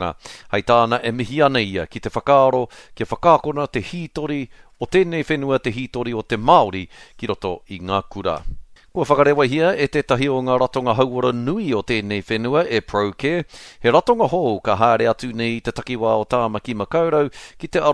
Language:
Māori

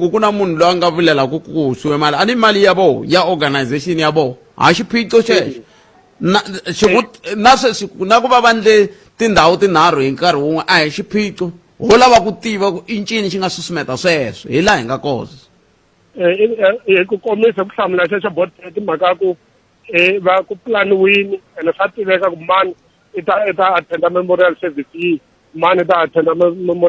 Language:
Tsonga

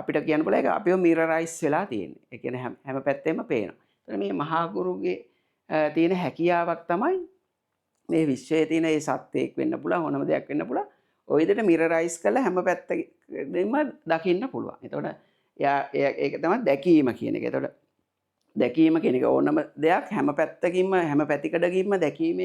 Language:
Sinhala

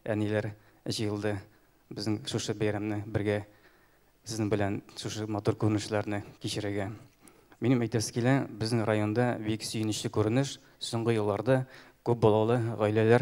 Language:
Tatar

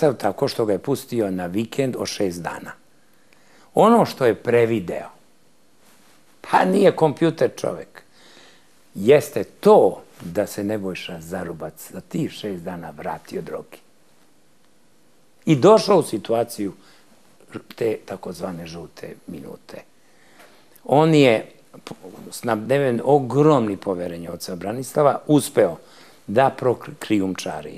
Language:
Serbian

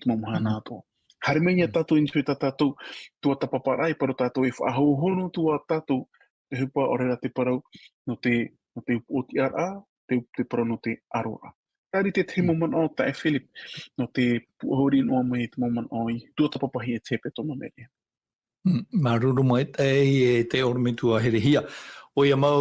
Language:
Tahitian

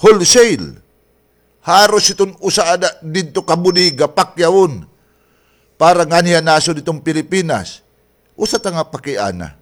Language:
Waray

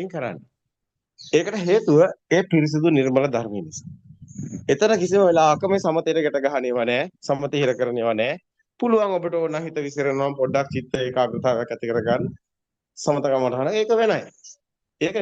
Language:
Sinhala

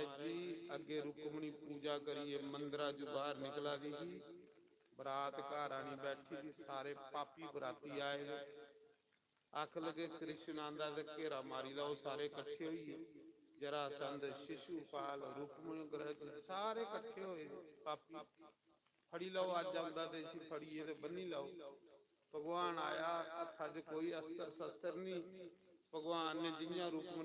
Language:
Dogri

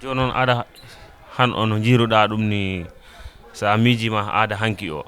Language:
Fula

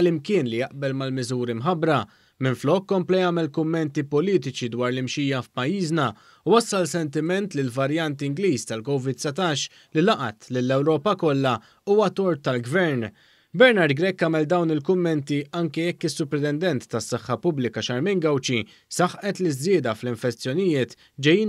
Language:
Maltese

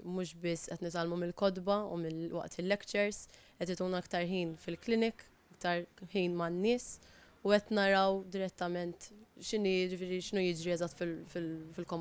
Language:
Maltese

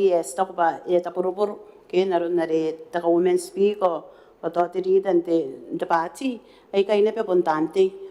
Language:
Gilbertese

